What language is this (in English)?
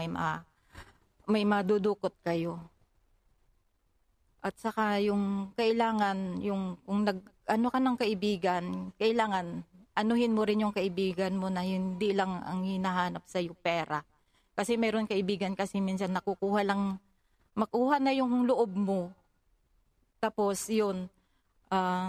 Filipino